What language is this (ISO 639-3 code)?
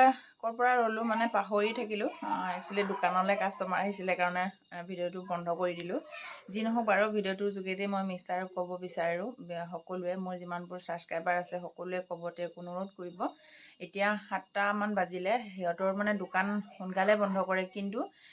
asm